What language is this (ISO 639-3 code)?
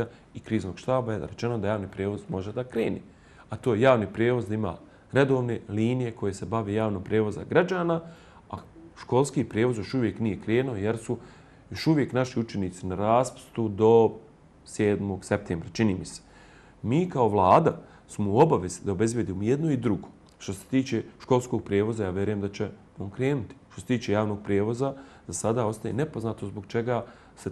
bos